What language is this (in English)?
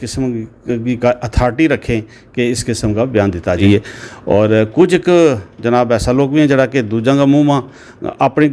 Gujari